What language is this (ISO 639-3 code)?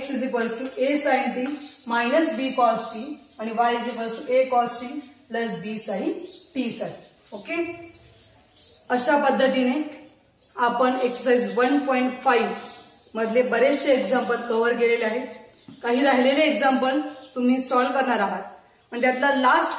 mar